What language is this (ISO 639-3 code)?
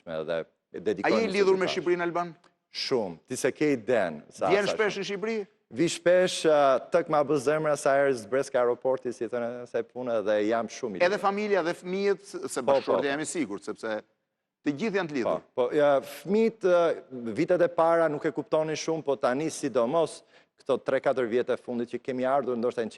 sqi